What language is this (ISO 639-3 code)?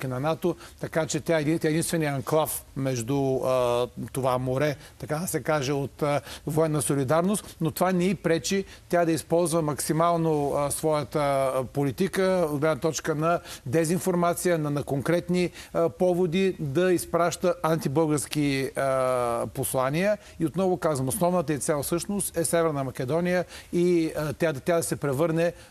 bul